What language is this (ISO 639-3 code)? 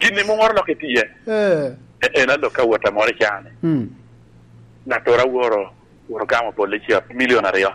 laj